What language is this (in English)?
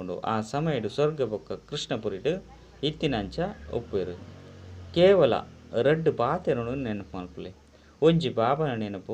Tulu